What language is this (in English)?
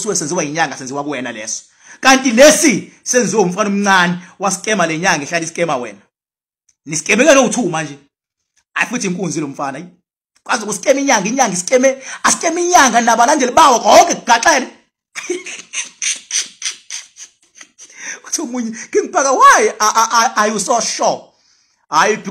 Zulu